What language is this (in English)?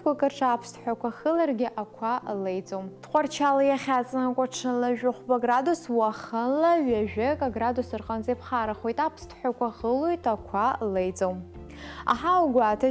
Abkhazian